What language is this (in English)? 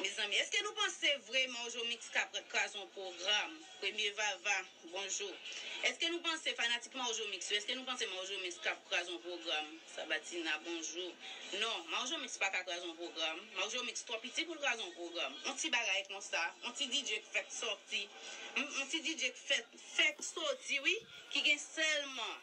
Haitian Creole